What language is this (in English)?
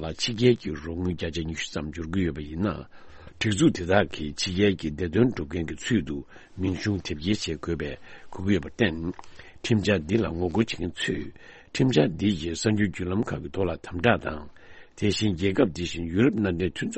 Tibetan